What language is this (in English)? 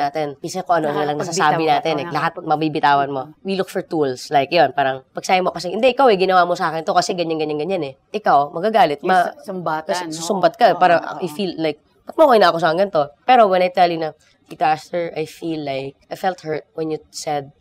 Filipino